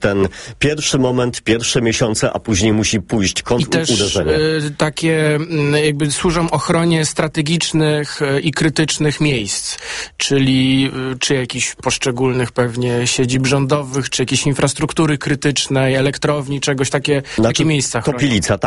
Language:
Polish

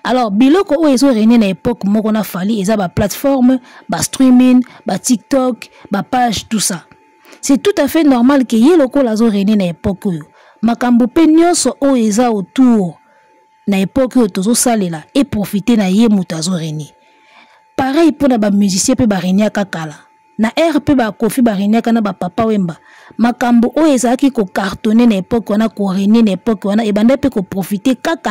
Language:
Lingala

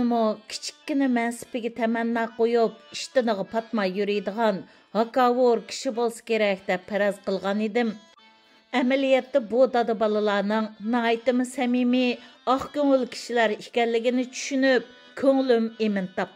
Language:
Uyghur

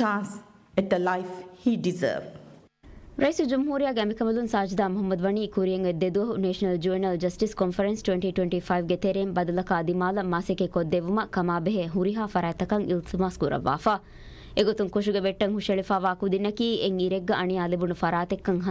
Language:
Divehi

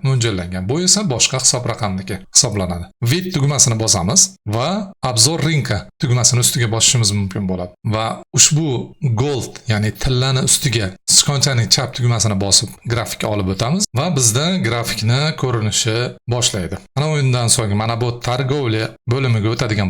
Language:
Uzbek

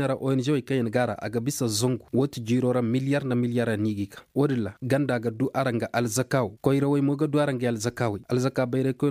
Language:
Zarma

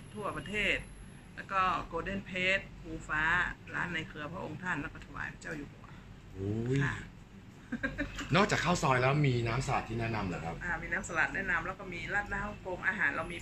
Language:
Thai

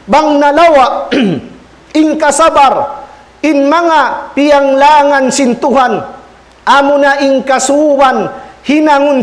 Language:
Tausug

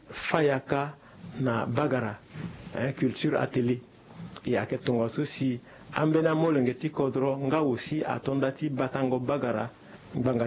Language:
Sango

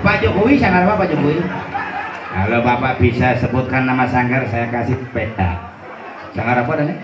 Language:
Balinese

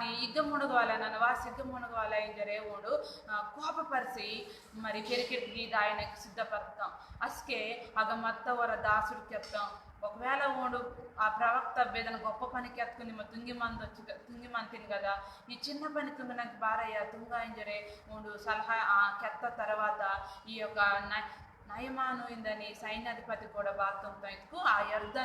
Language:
Koya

